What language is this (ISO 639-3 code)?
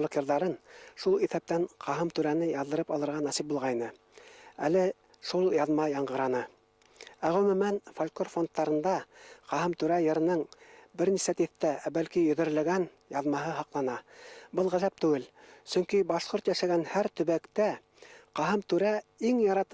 bak